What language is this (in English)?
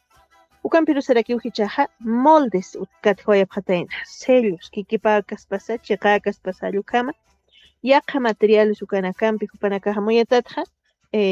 Aymara